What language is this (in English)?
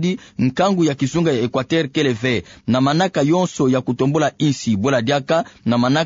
Kituba (Democratic Republic of Congo)